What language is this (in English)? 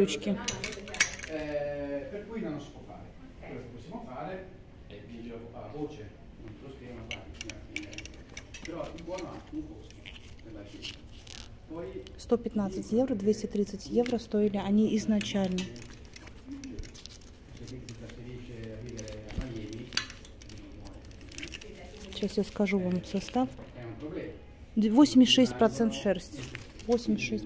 Russian